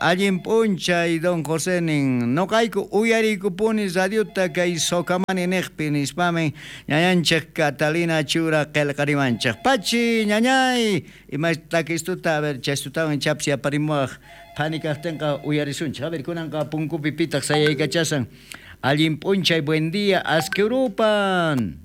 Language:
South Bolivian Quechua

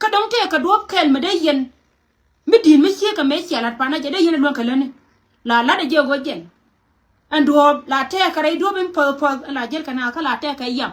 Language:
Nuer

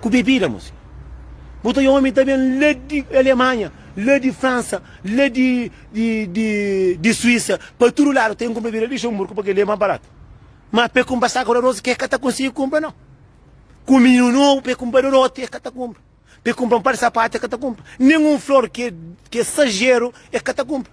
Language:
Kabuverdianu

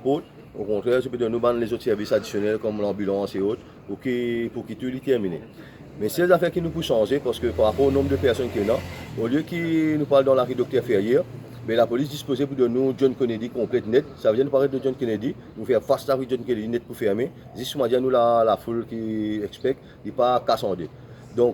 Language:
Morisyen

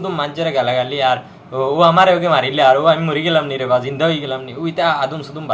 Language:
Sylheti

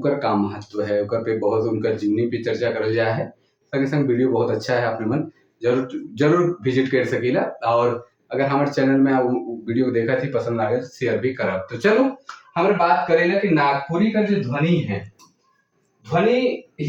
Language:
Sadri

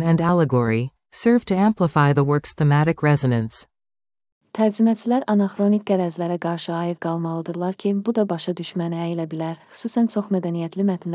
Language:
Azerbaijani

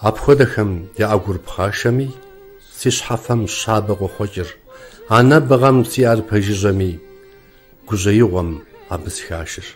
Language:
Kabardian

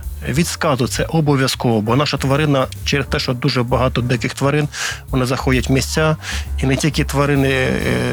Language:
Ukrainian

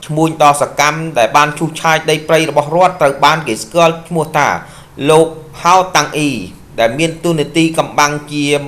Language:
Khmer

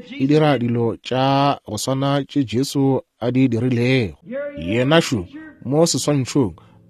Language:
Northern Sotho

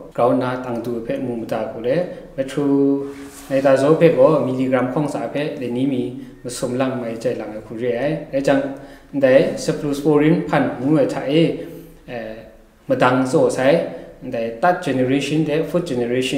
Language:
Kachin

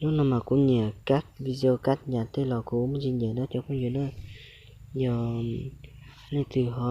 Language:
Hmong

